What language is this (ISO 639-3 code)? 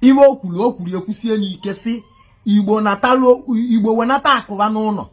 ibo